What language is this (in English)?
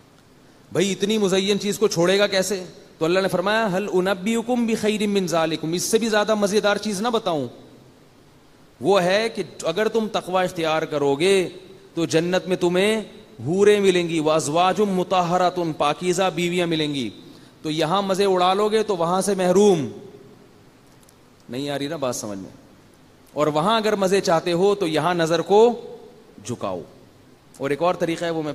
Urdu